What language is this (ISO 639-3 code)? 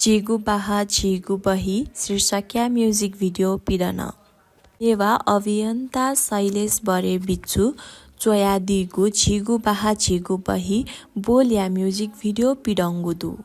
new